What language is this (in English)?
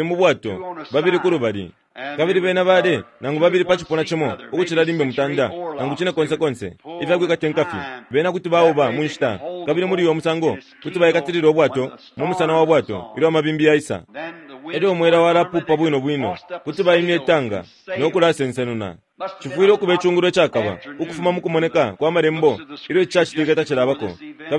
Bemba